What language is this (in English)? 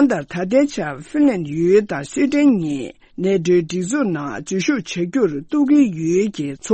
Tibetan